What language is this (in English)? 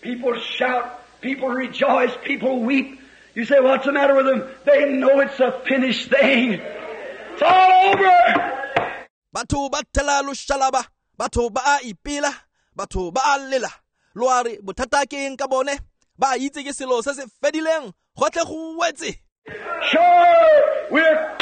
Tswana